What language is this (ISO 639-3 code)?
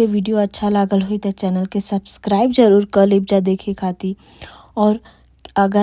bho